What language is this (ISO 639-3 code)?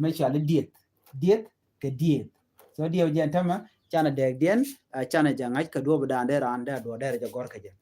nus